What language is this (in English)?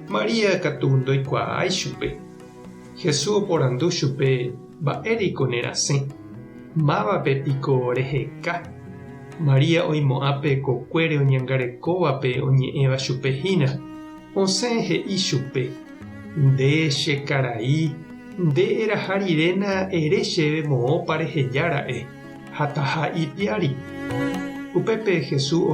Guarani